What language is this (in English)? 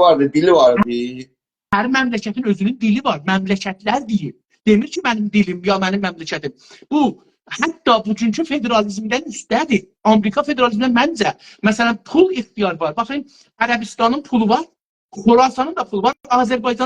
South Azerbaijani